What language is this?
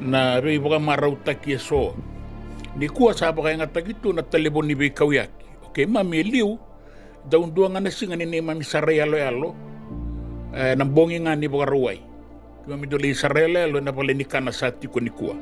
Fijian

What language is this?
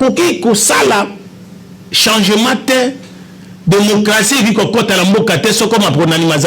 Lingala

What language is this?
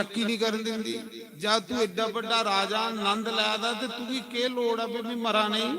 Dogri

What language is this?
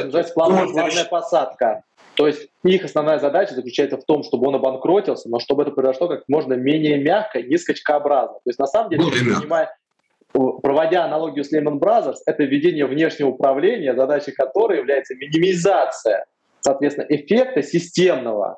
Russian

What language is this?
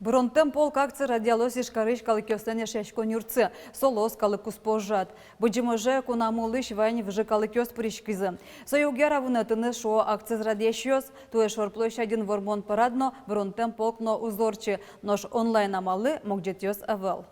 Udmurt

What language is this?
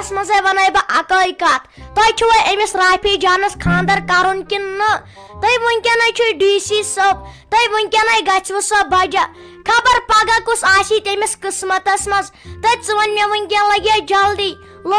Kashmiri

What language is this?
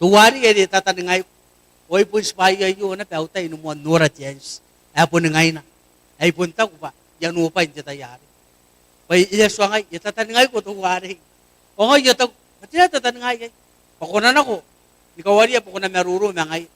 Gilbertese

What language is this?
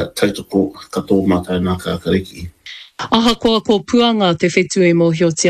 Māori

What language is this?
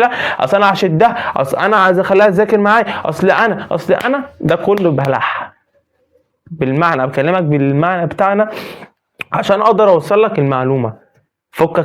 Egyptian Arabic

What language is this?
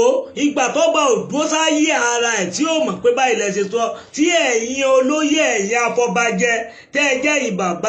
Yoruba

